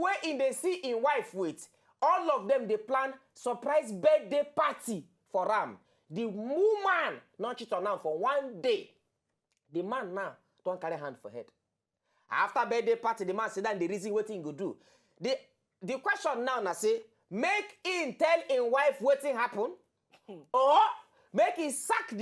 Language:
Nigerian Pidgin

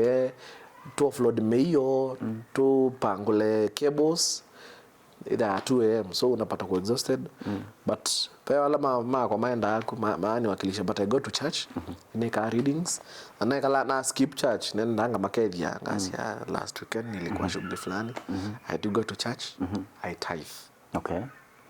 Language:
Kamba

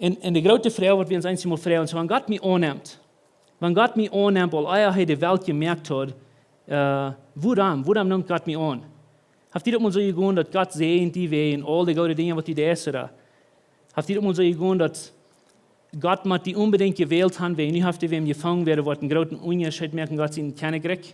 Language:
Plautdietsch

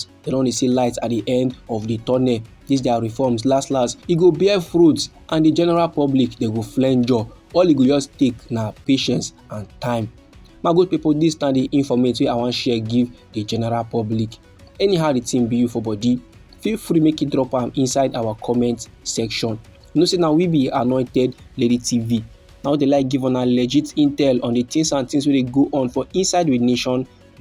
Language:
Nigerian Pidgin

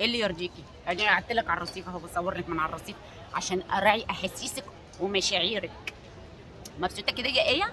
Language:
Egyptian Arabic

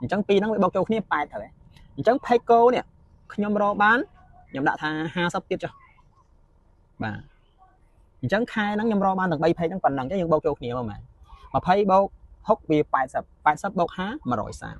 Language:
Khmer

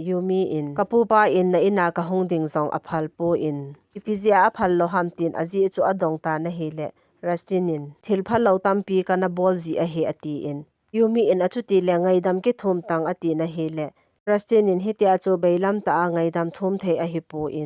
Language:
Thado Chin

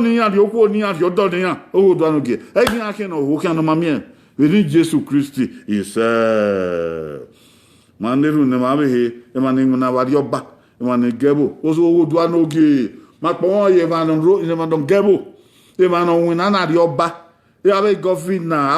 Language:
Bini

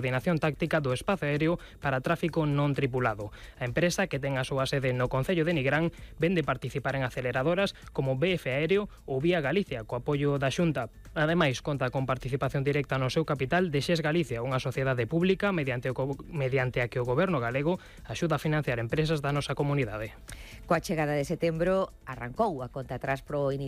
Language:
Galician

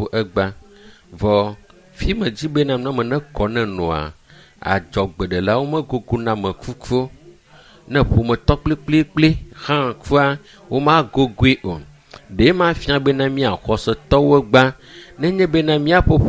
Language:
Ewe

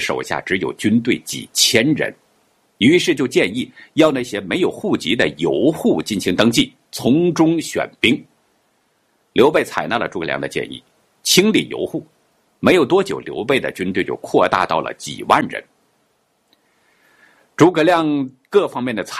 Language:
Chinese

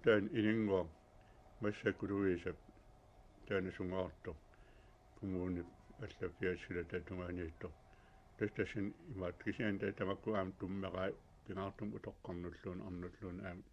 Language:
Kalaallisut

